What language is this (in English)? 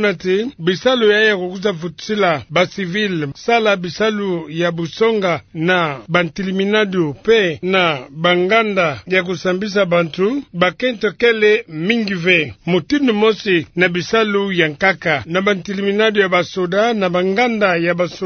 Kituba (Democratic Republic of Congo)